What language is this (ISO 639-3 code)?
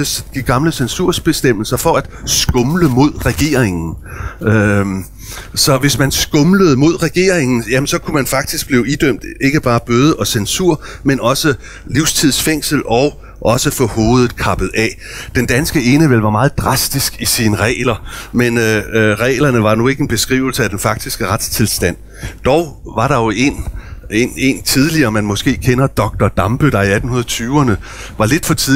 dan